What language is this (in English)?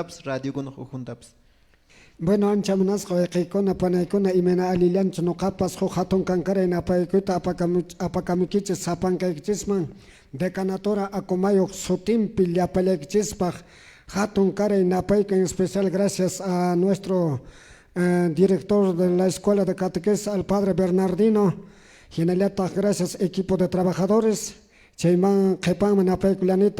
Quechua